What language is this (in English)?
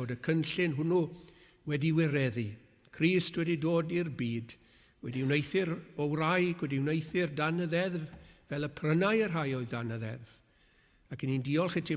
Welsh